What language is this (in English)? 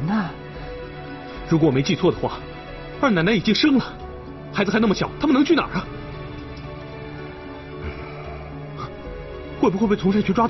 Chinese